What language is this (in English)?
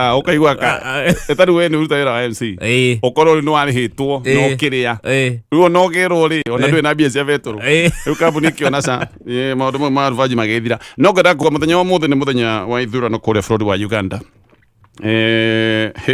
Kikuyu